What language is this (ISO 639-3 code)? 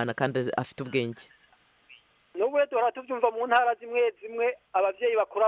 kin